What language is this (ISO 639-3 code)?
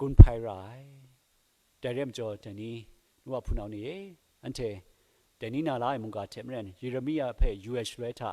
kac